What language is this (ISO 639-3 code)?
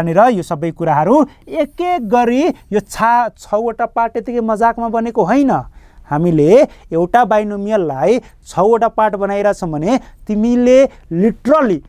nep